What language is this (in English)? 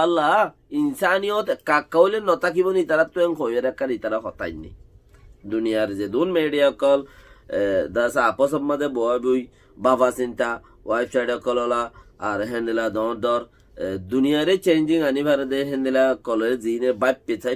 Rohingya